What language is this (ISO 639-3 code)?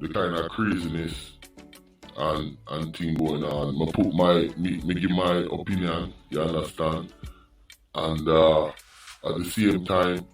jam